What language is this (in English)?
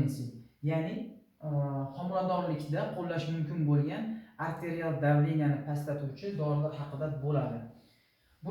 Uzbek